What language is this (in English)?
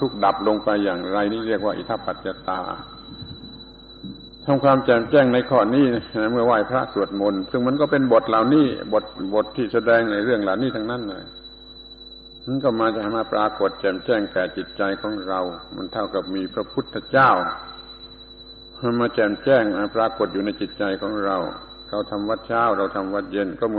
Thai